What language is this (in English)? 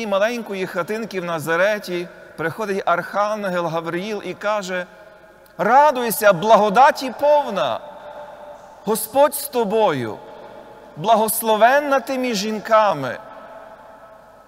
Ukrainian